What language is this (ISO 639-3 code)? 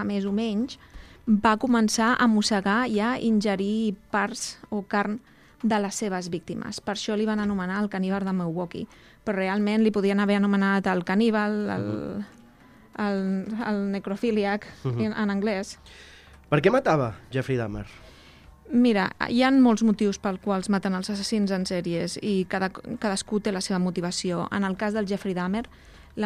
cat